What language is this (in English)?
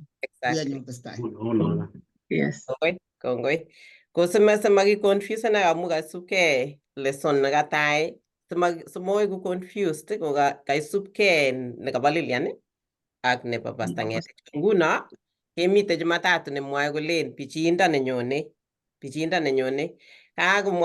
Kalenjin